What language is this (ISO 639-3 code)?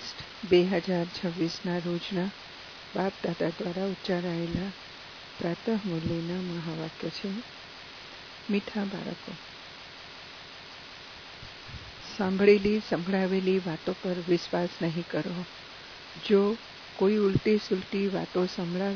guj